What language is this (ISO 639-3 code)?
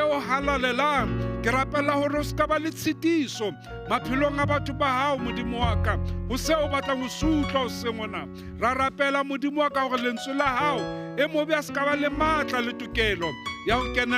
sot